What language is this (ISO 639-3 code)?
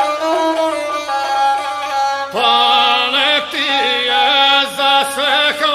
srp